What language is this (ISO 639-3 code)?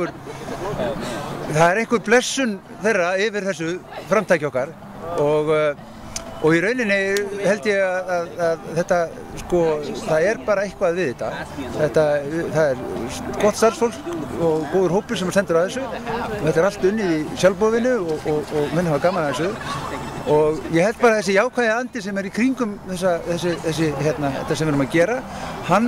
isl